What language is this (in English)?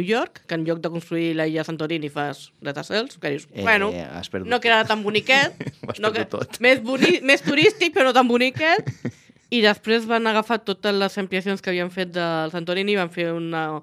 Catalan